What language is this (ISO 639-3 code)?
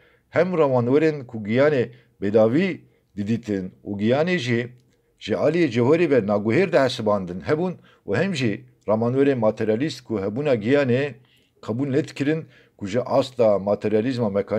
kur